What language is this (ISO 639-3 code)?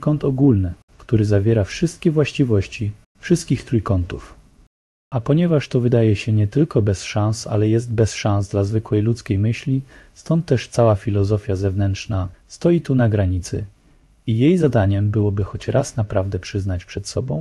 pol